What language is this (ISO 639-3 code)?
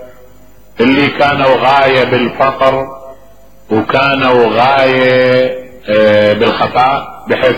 acm